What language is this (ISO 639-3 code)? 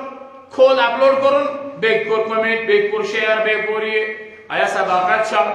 kas